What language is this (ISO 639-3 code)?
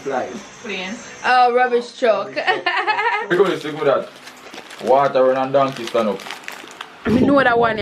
jam